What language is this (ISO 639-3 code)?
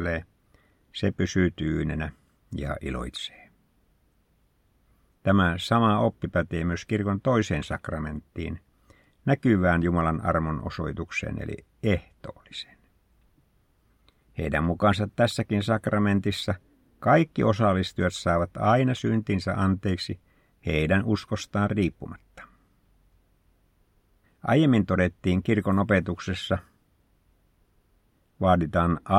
fin